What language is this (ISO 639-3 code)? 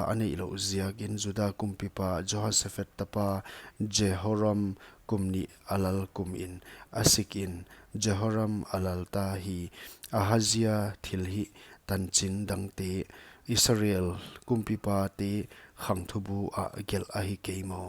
pck